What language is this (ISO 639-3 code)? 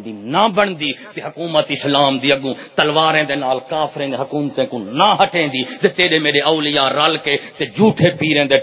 skr